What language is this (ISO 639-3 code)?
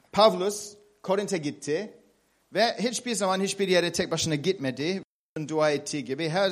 tur